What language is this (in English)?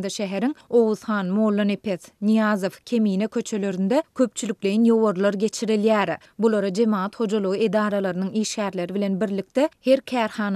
Turkmen